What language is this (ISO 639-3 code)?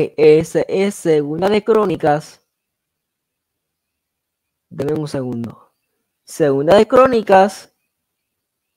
spa